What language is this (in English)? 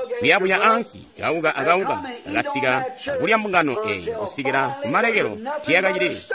Tonga (Zambia)